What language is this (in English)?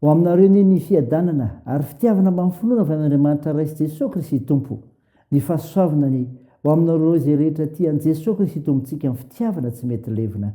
Malagasy